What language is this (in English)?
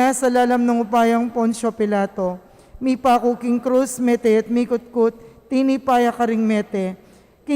Pampanga